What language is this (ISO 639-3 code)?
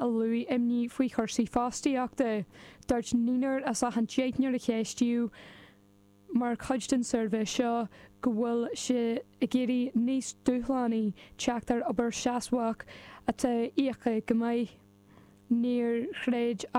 gle